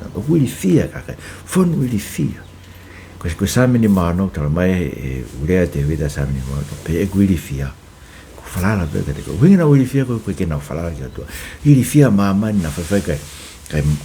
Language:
Tongan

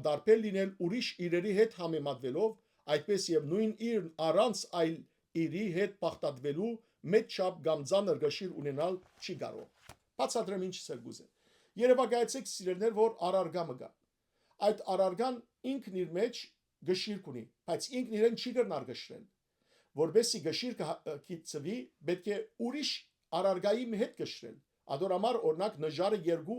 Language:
Western Armenian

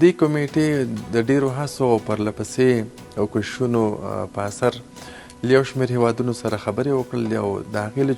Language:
Pashto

